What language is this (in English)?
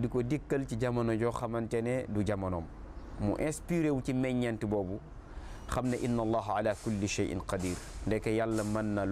Wolof